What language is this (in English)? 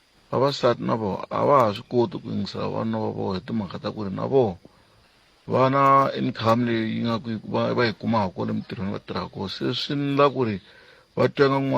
Tsonga